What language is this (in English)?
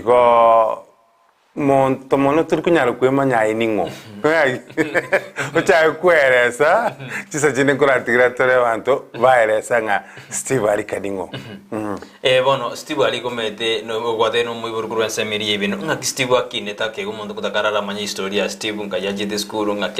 Gusii